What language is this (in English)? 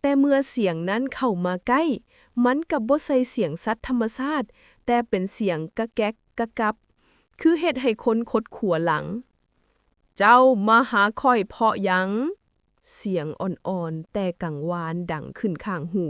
Lao